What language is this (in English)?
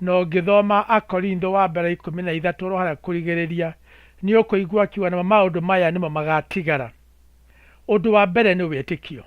Kikuyu